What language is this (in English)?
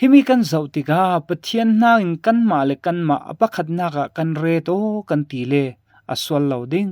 Falam Chin